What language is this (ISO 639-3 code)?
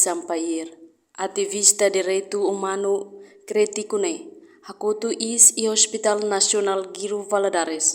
tet